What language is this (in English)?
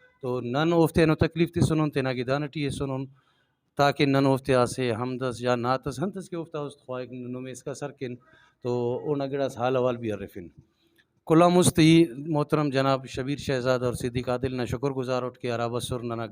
Brahui